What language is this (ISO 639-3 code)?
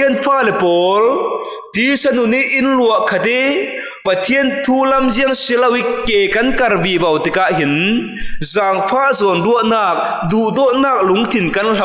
cfm